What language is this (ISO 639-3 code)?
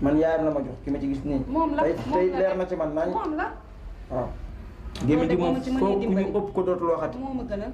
wol